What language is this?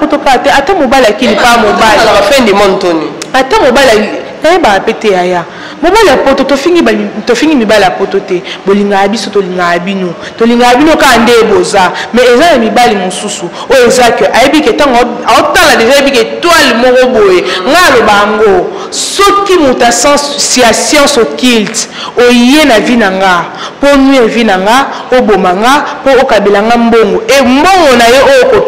Lingala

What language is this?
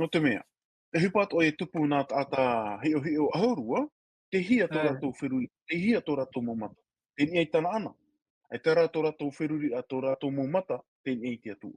Tahitian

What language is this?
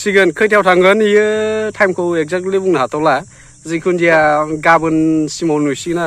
Bodo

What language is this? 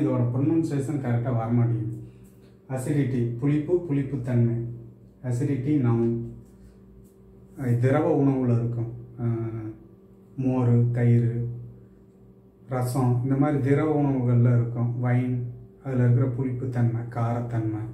Tamil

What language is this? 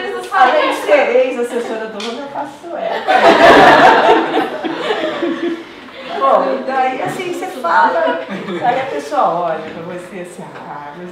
Portuguese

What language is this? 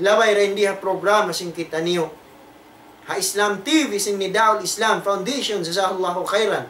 Tausug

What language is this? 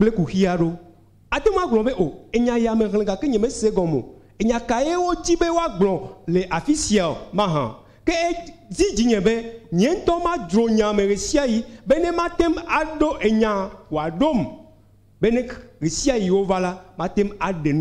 Ewe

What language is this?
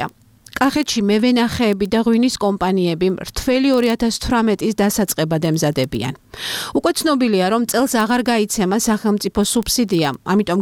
Georgian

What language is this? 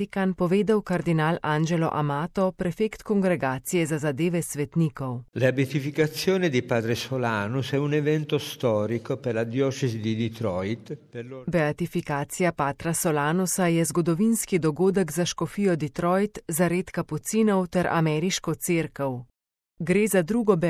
Slovenian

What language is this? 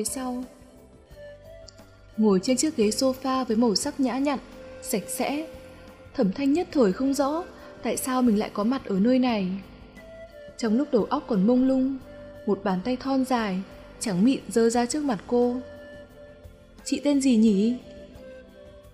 Vietnamese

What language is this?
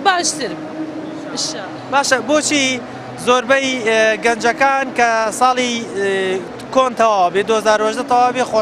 Central Kurdish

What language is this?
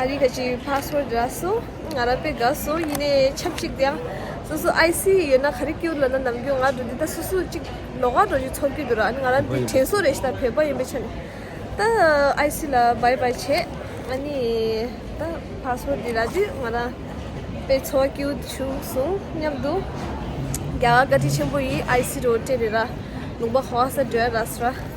Tibetan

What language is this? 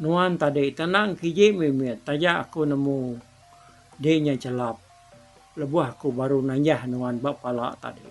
Iban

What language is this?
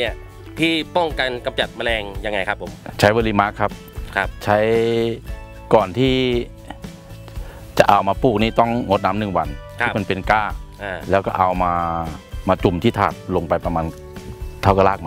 Thai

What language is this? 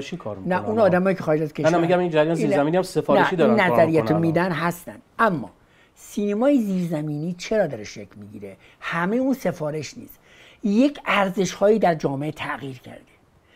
Persian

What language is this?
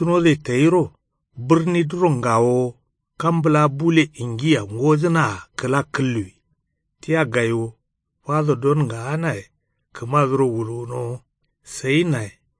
Kanuri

